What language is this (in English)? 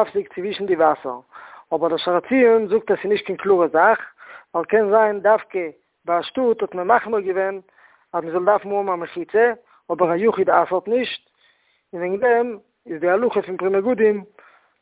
Yiddish